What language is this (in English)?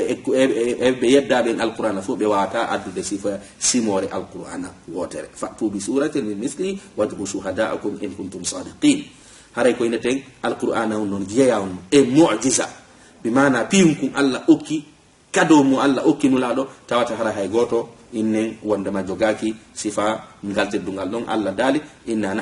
Fula